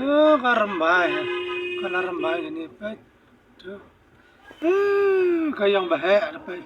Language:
Khasi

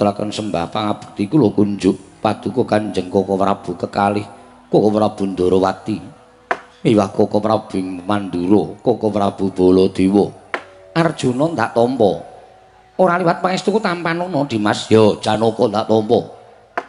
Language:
Javanese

